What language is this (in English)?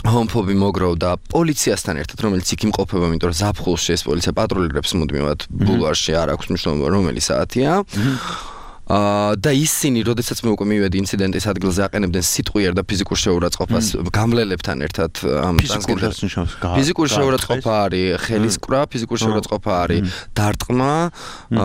Georgian